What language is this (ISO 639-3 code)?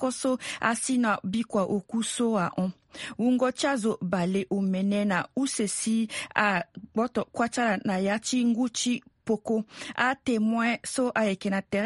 sag